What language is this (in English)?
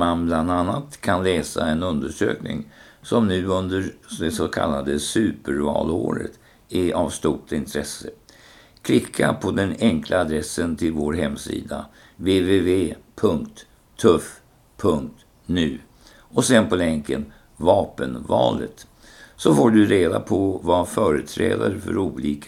Swedish